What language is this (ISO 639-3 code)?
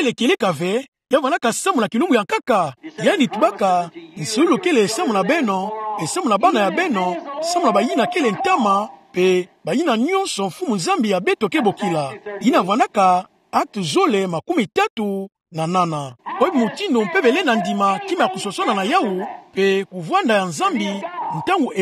ktu